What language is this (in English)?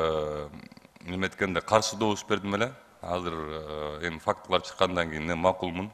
Kyrgyz